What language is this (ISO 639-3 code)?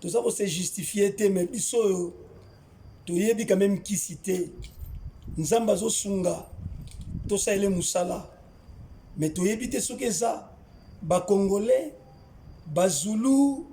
lin